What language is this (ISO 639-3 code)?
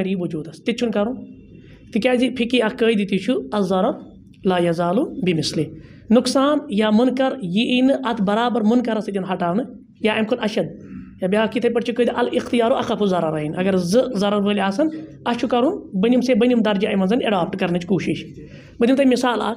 kas